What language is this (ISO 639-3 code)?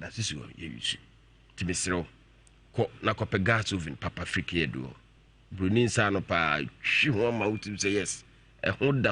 aka